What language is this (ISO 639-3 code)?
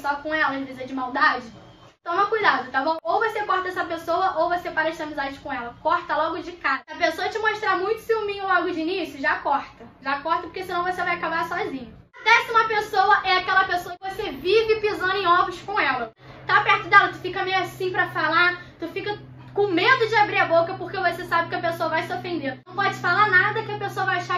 por